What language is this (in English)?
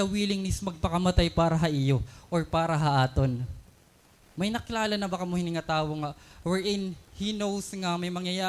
Waray